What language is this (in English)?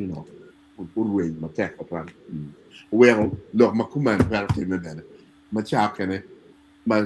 Acoli